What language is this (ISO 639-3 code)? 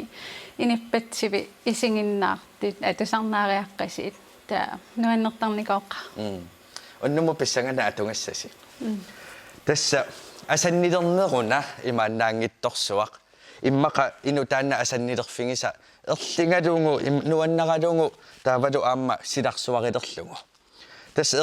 kal